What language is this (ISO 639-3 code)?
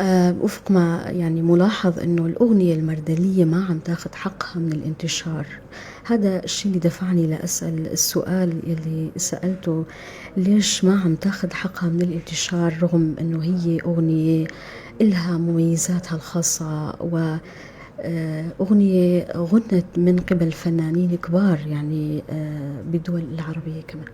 apc